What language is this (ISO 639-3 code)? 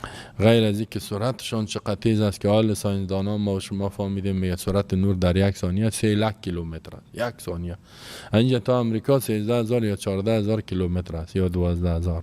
fas